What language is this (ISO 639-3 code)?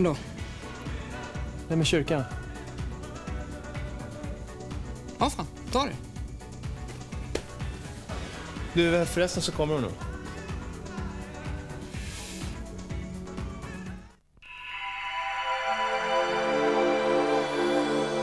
swe